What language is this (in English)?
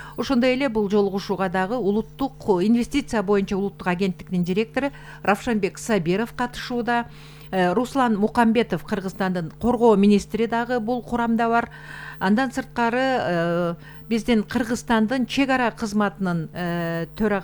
Kyrgyz